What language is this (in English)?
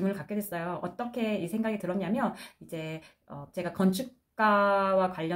Korean